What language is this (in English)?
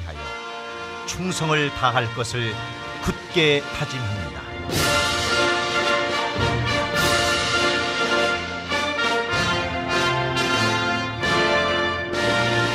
Korean